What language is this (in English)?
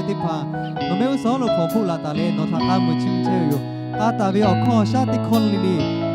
Lahu